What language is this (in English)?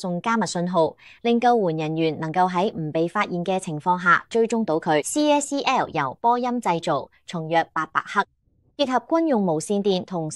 Cantonese